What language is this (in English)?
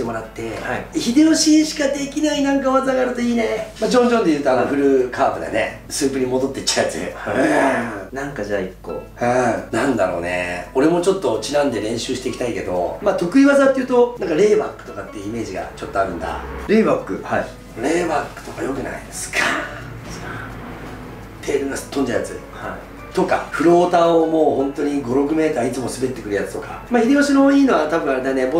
Japanese